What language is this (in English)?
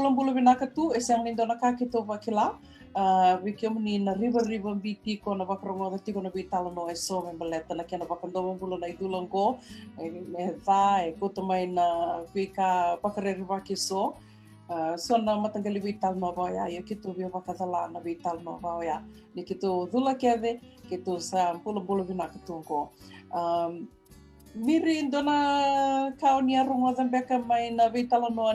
Fijian